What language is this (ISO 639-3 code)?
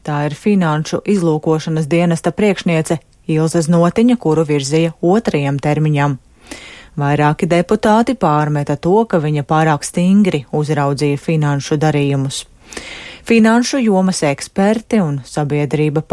lav